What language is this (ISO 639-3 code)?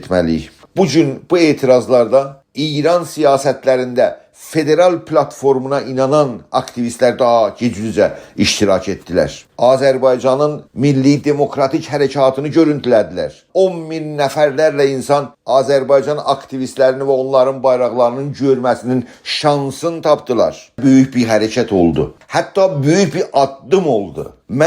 azb